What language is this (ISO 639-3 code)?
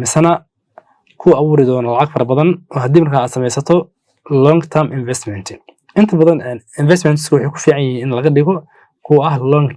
som